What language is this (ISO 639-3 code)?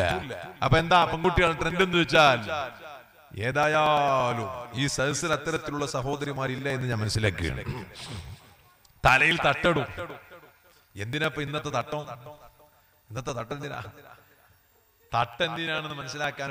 mal